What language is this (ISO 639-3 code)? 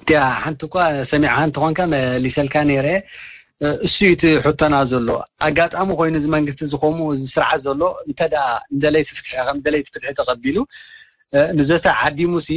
tir